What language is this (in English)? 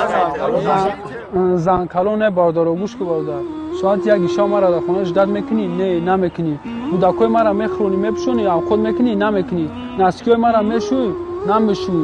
Tajik